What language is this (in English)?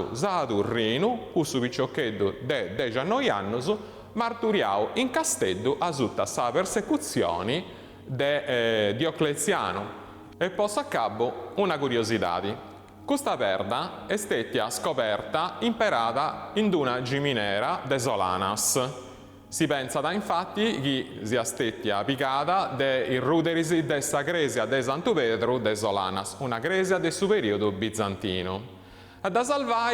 Sardinian